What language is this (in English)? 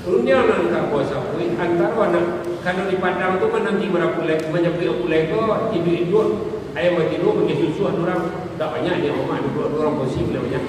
Minangkabau